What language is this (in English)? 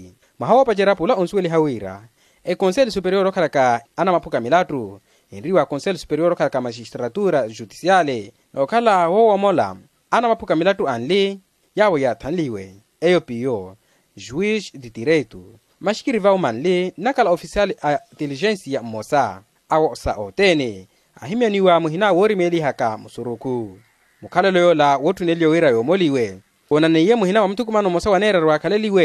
Makhuwa